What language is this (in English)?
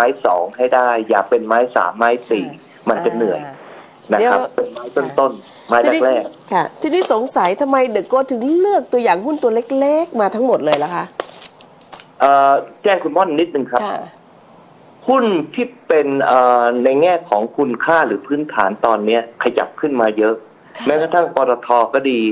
Thai